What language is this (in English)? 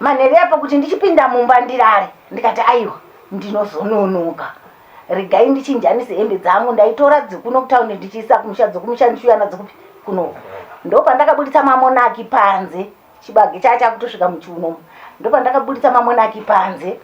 Shona